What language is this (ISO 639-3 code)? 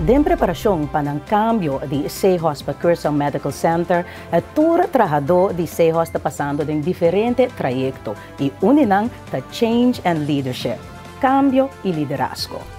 pap